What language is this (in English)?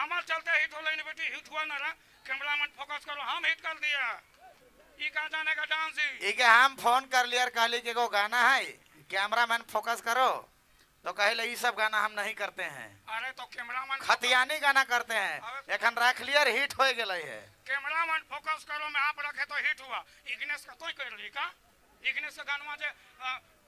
Sadri